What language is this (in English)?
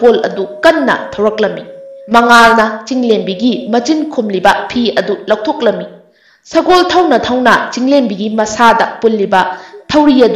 Manipuri